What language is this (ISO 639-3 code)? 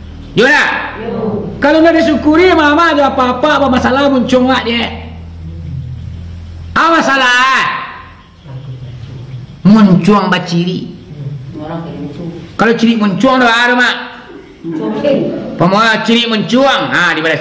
min